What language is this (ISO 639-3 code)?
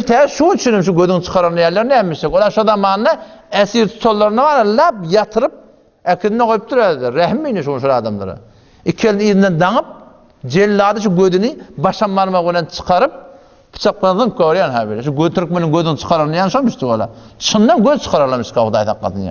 tuk